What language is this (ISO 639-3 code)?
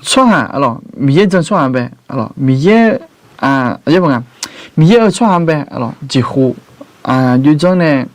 ahk